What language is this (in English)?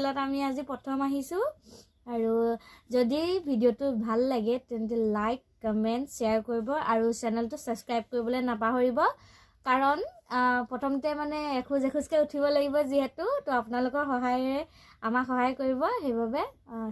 Assamese